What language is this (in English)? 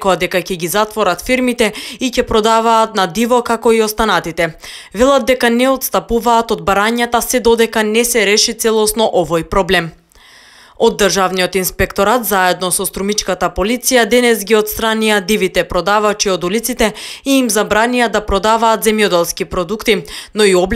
Macedonian